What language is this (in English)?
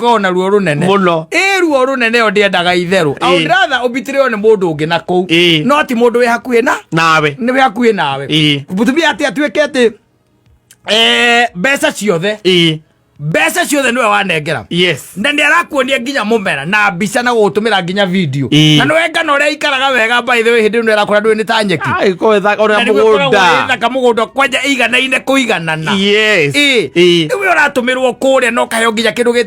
Kikuyu